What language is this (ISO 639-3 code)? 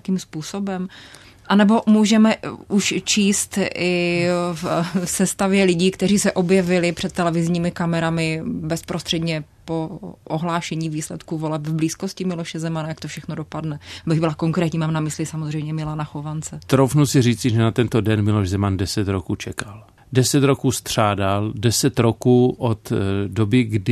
ces